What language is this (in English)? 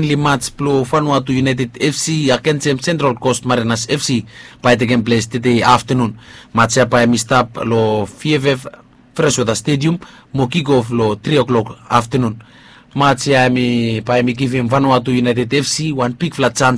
Bislama